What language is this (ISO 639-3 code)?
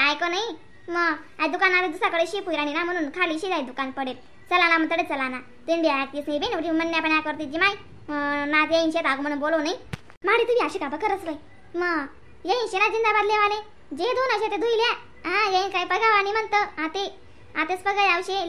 khn